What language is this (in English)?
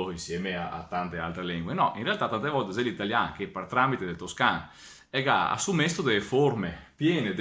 Venetian